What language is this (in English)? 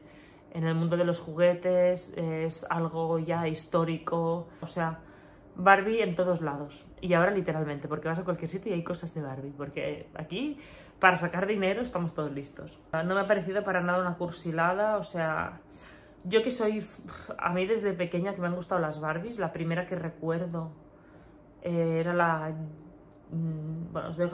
Spanish